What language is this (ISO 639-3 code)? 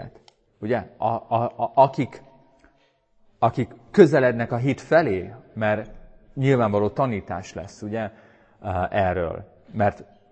hun